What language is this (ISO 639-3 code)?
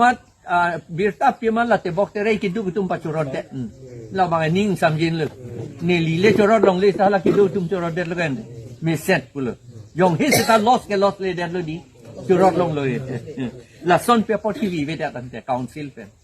mjw